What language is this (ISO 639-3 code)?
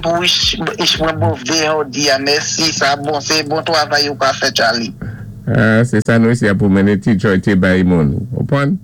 acf